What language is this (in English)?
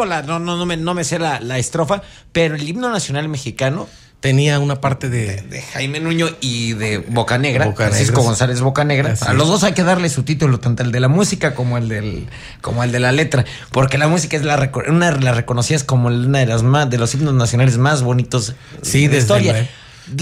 Spanish